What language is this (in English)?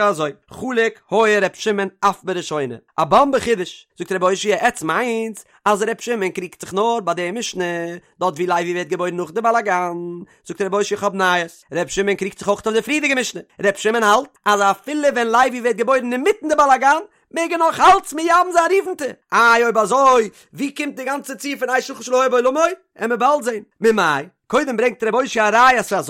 Yiddish